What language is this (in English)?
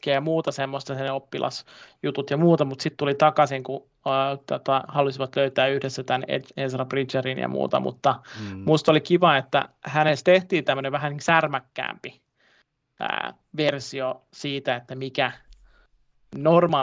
Finnish